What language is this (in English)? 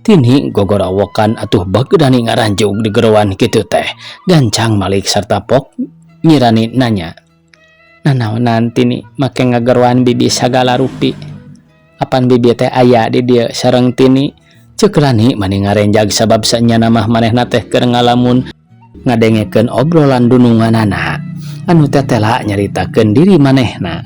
Sundanese